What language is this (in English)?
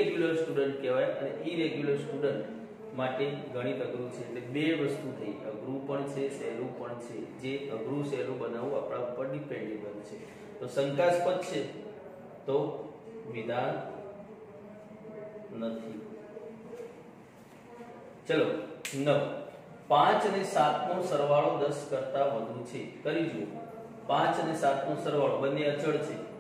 Gujarati